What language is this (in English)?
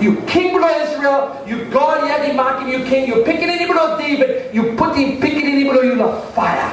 Tok Pisin